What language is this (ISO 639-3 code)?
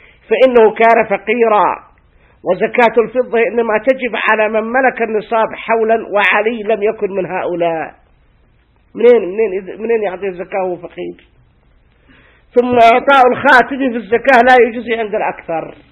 ara